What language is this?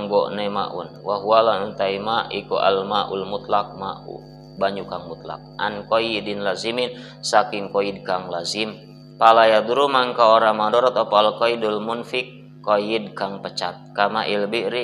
Sundanese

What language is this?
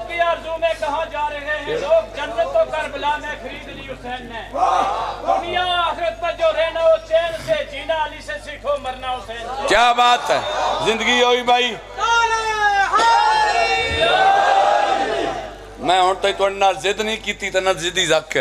Pahari-Potwari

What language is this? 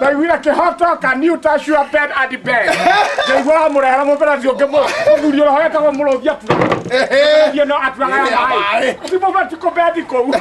Kikuyu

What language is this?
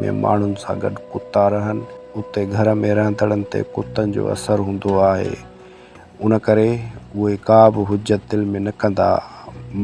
Sindhi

